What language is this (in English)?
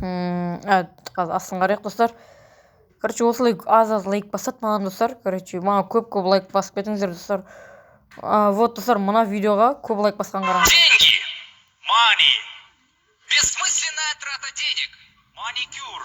Kazakh